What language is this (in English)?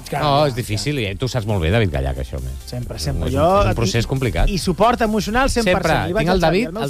Catalan